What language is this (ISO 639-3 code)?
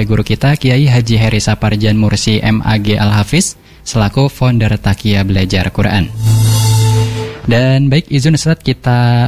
ind